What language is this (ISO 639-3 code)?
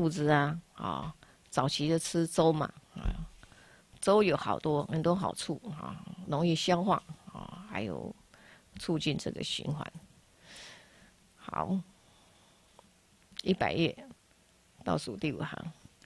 zho